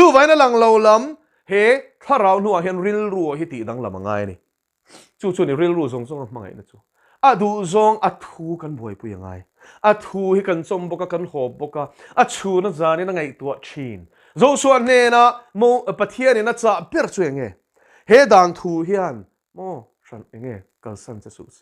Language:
Mizo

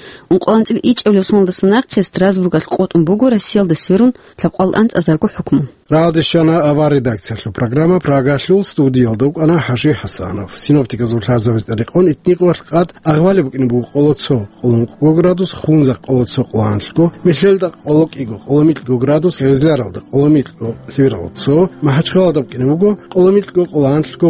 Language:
Avaric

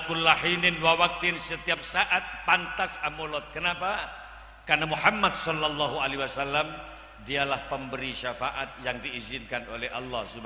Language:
Madurese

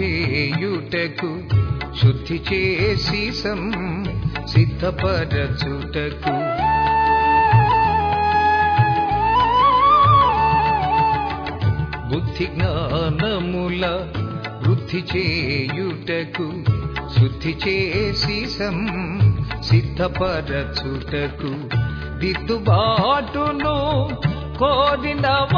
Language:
Telugu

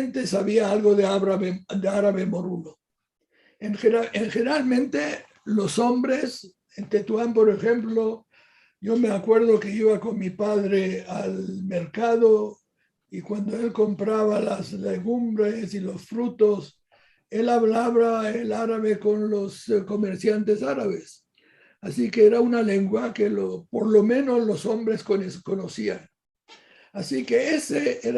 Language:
Ladino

